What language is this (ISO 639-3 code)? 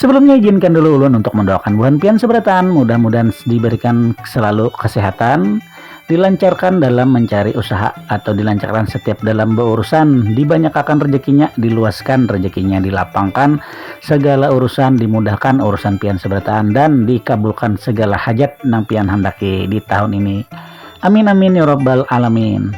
bjn